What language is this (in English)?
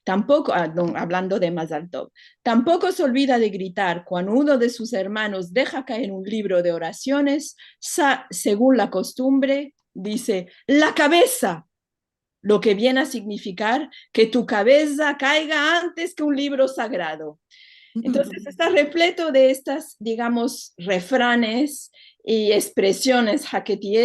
Ladino